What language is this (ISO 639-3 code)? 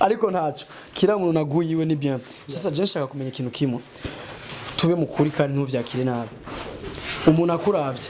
run